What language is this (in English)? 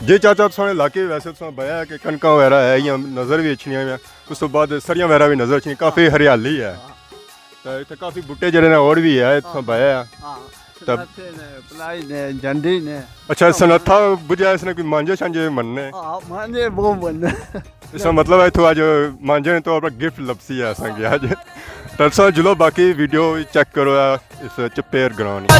Pahari-Potwari